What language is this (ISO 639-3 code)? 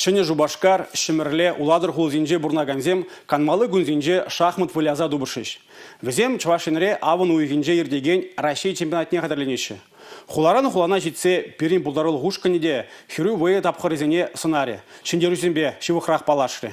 chv